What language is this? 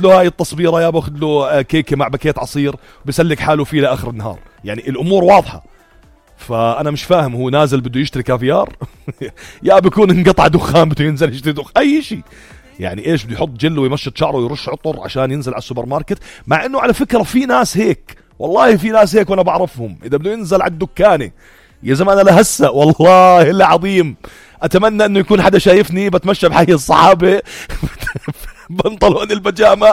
North Levantine Arabic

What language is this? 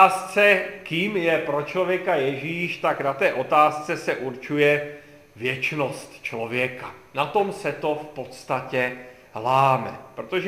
Czech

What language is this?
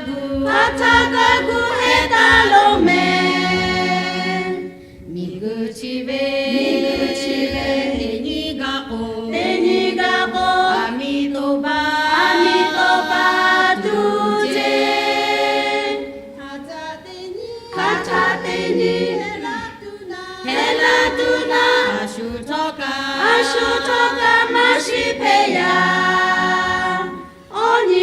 Lahu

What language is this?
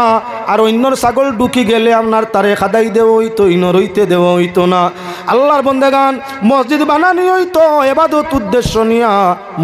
Sylheti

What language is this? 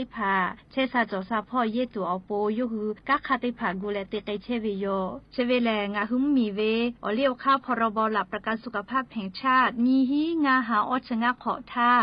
Lahu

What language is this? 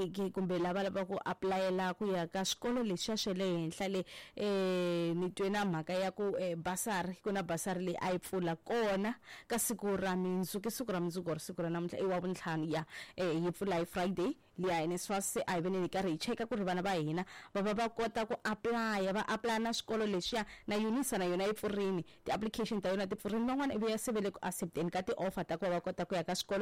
Tsonga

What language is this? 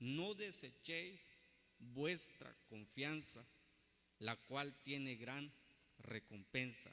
Tzeltal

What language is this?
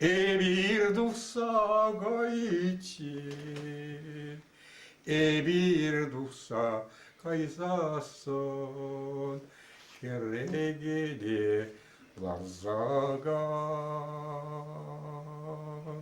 Chuvash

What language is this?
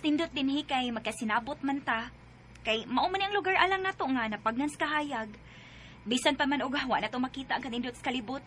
Cebuano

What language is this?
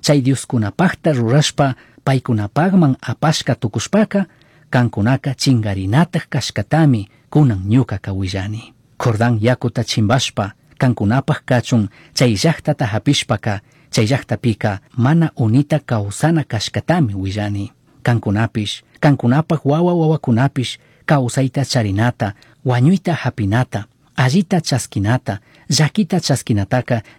Chimborazo Highland Quichua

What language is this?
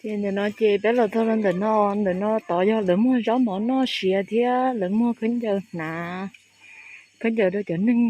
Hmong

